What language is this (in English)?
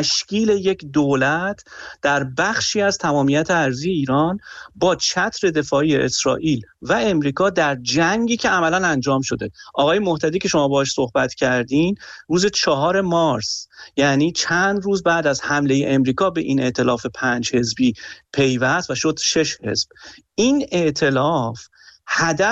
Persian